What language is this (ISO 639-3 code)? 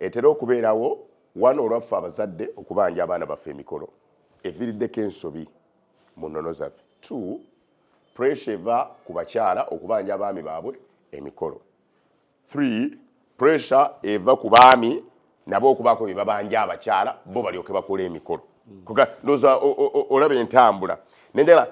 lug